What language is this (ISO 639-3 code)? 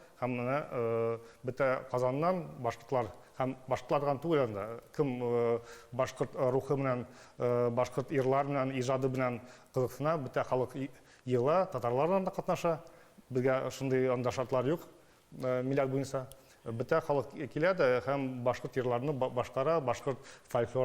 bak